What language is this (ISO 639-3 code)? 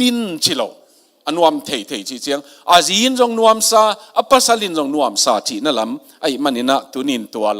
ctd